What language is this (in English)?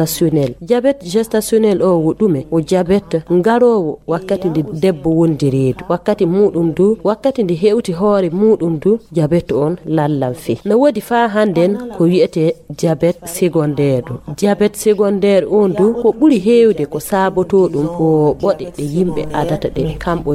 Fula